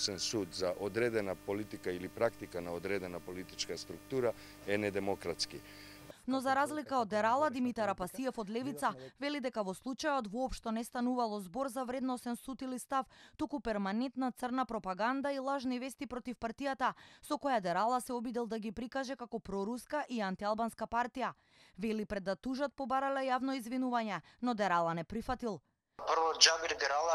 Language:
Macedonian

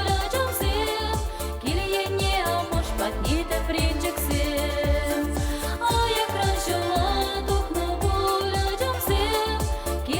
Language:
Chuvash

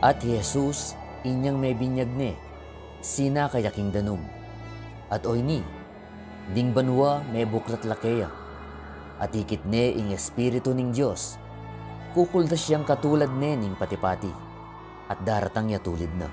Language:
Pampanga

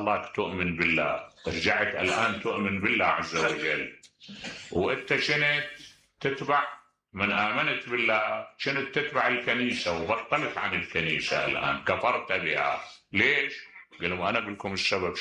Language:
Mesopotamian Arabic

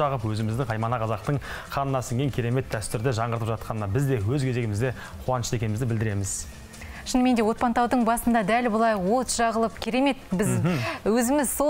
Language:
Kazakh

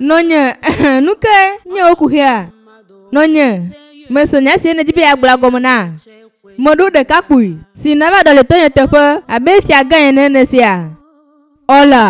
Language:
Ewe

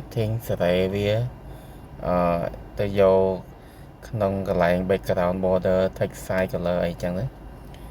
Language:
Khmer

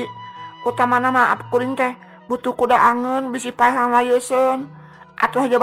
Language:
Sundanese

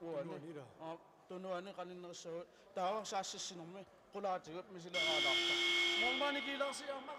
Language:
Kalaallisut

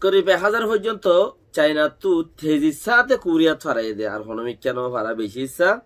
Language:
Rohingya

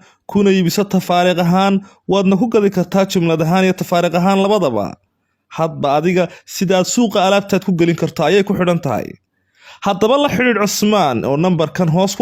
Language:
Somali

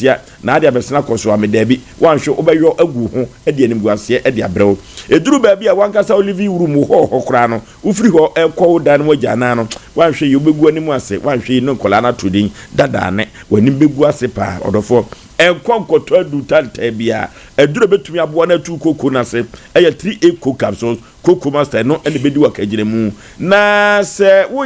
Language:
Akan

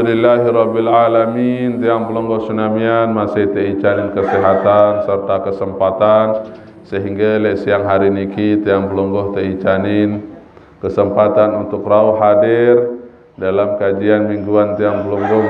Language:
Sasak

